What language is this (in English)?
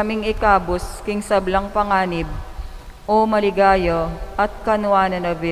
Pampanga